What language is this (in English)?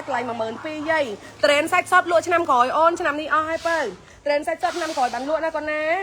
Khmer